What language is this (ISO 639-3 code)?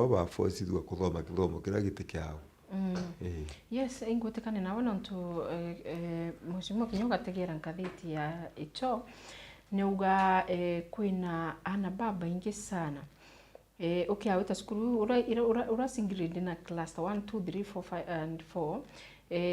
mer